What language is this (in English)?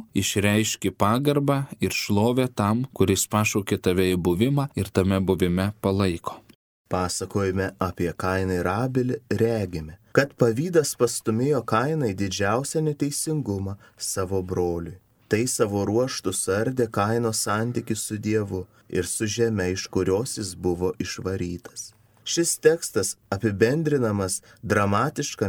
Lithuanian